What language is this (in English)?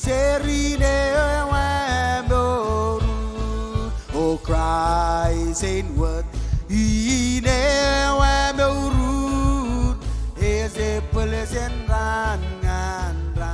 Marshallese